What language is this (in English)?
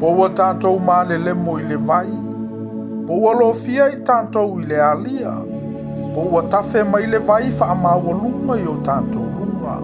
Samoan